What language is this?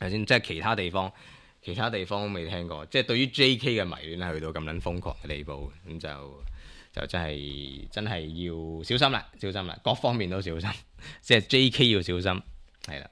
Cantonese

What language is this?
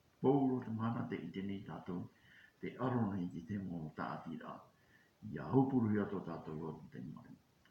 Tahitian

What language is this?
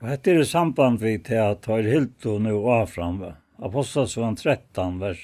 Faroese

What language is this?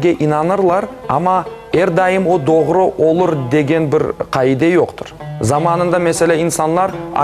Crimean Tatar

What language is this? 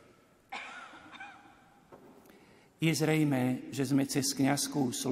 Slovak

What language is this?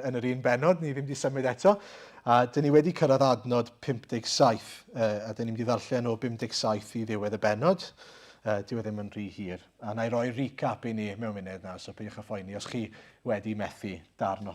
Welsh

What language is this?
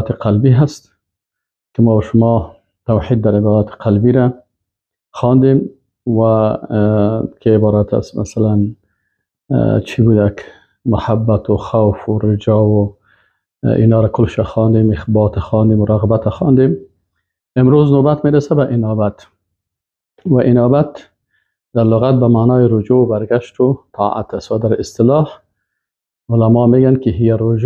Persian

